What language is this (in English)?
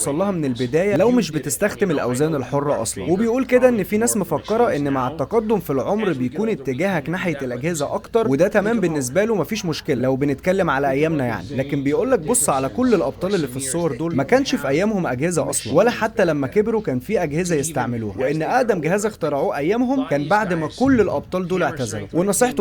Egyptian Arabic